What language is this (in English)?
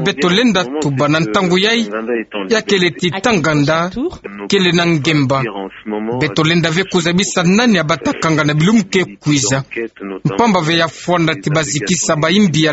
Kituba (Democratic Republic of Congo)